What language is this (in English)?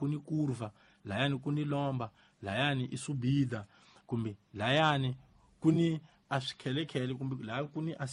Tsonga